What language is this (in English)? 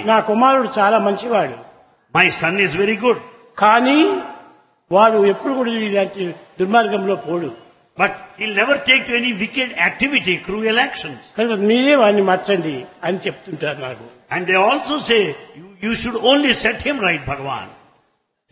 Telugu